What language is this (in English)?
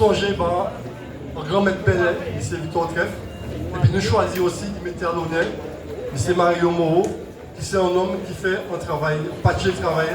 Guadeloupean Creole French